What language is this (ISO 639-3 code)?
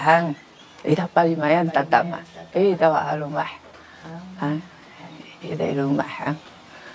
szy